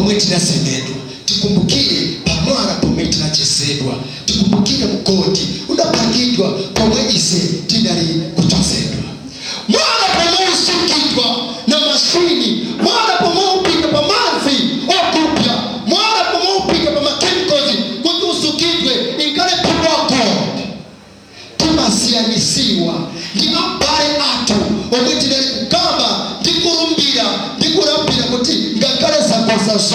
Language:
Nyanja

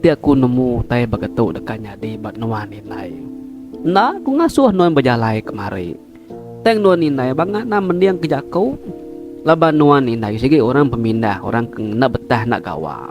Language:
Iban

